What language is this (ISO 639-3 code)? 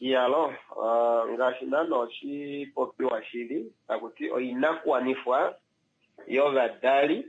kua